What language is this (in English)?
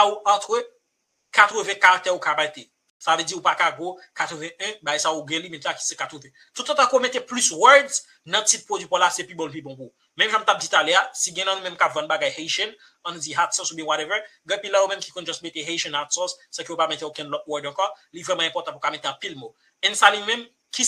Haitian Creole